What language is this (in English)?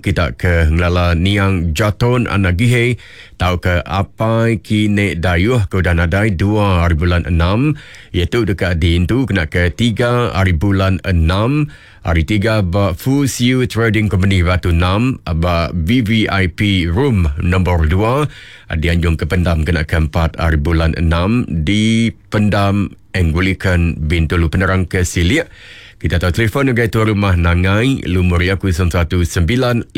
Iban